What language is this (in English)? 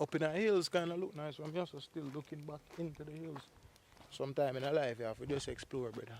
Jamaican Creole English